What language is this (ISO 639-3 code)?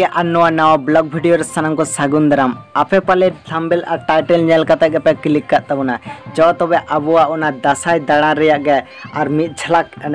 sat